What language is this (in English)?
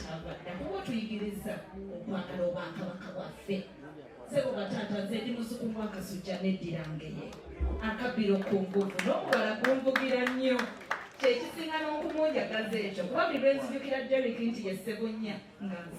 Ganda